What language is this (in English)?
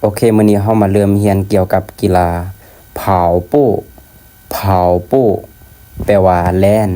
Lao